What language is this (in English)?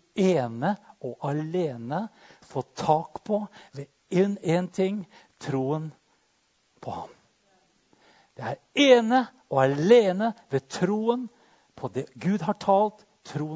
Norwegian